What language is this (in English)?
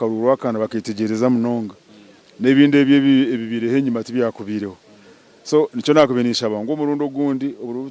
Nyankole